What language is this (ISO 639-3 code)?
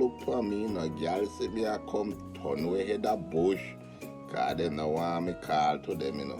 jam